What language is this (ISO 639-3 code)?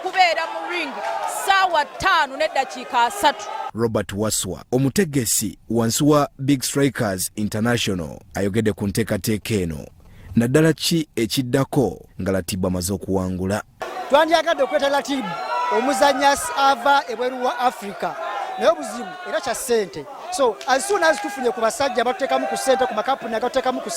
lug